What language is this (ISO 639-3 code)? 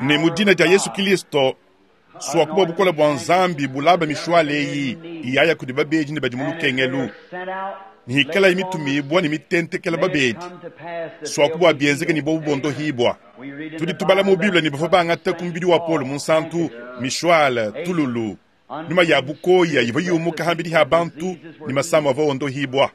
lua